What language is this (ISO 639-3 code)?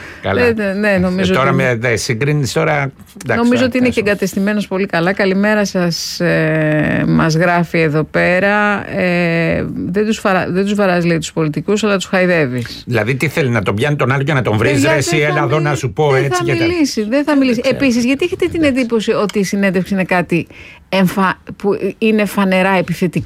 ell